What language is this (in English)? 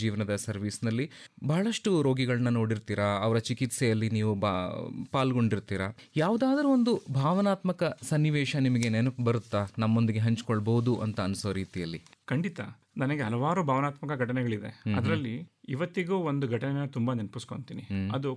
Kannada